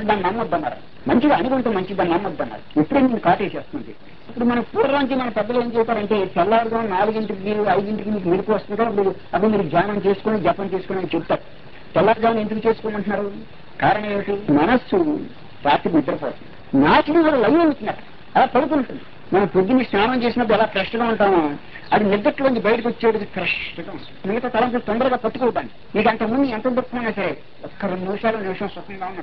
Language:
Telugu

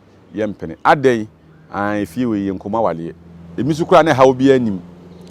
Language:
Akan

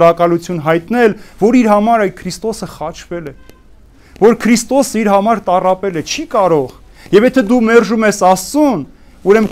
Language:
Armenian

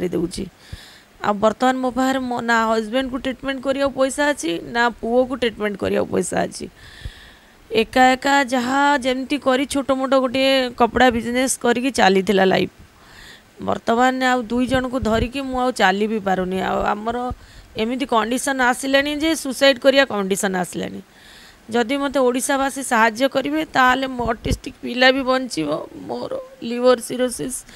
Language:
Odia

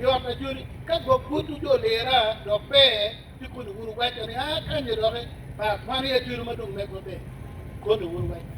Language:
Acoli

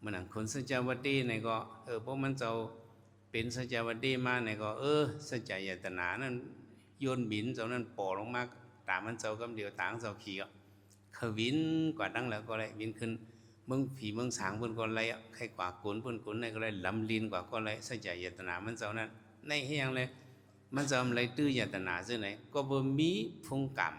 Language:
Shan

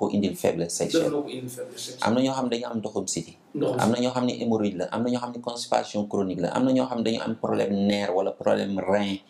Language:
Wolof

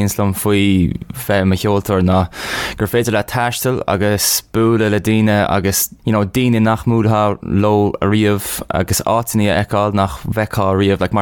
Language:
Irish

